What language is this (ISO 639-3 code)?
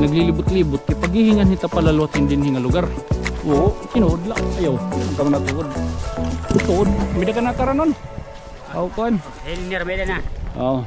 war